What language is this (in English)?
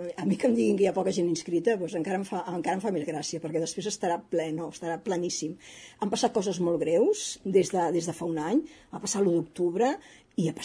Catalan